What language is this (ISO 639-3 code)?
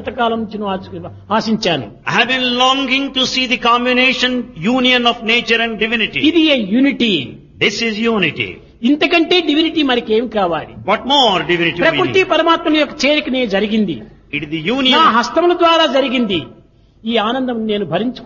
tel